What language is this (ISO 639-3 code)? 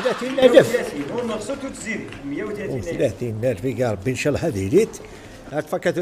kab